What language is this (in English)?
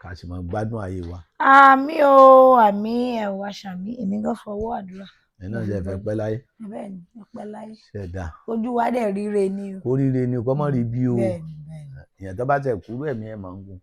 Yoruba